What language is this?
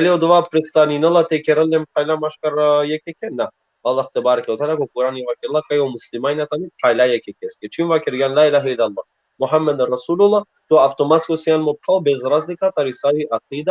Balkan Romani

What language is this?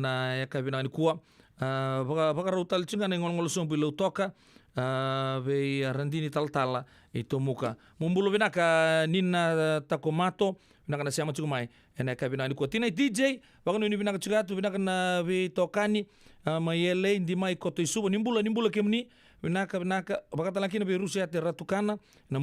Fijian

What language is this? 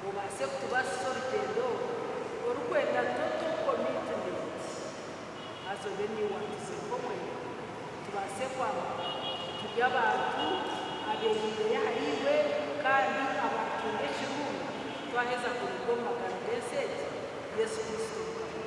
Nyankole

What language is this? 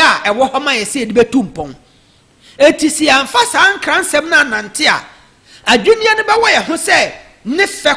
Akan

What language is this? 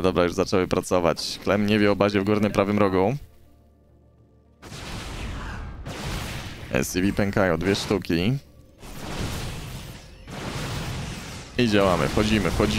Polish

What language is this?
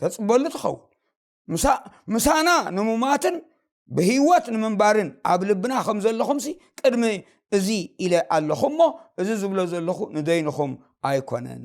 Tigrinya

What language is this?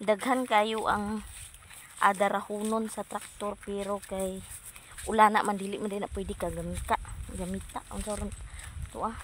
Cebuano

